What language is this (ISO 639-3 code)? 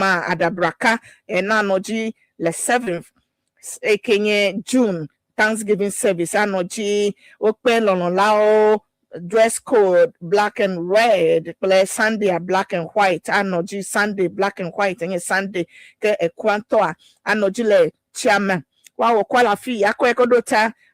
ewe